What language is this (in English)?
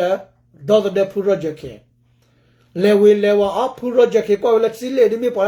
S'gaw Karen